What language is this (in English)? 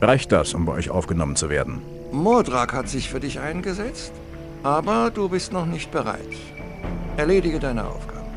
Bavarian